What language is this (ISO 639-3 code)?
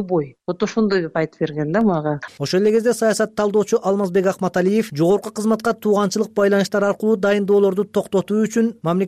kir